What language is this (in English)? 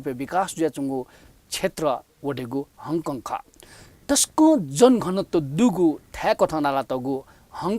Newari